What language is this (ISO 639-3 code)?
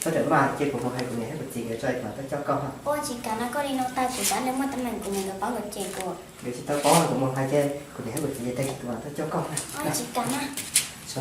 hmn